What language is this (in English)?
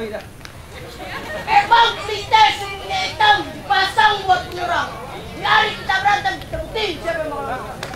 Betawi